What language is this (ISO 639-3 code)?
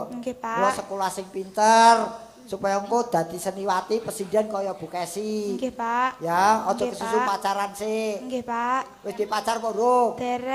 jav